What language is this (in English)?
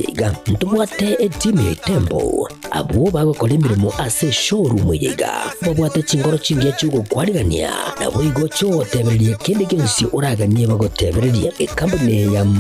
Gusii